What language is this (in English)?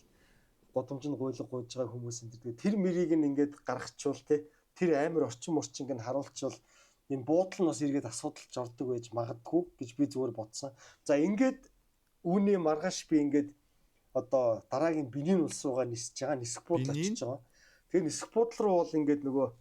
Mongolian